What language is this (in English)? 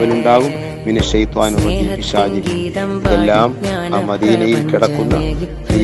Malayalam